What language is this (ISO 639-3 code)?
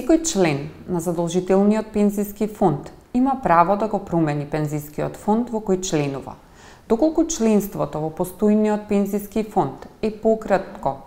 mkd